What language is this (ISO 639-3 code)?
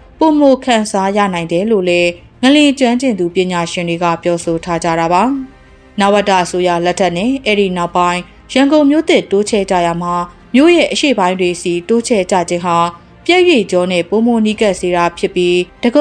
mya